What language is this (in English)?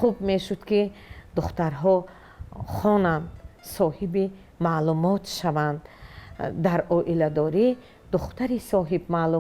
Tajik